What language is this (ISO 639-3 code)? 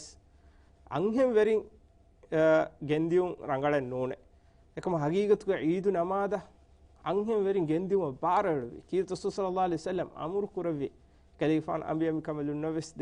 div